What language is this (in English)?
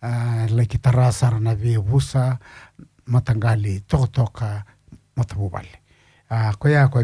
Fijian